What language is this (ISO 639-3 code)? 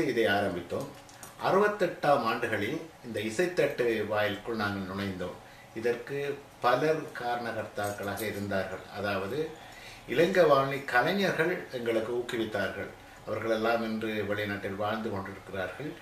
tam